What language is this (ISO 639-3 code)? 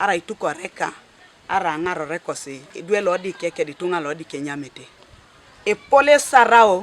teo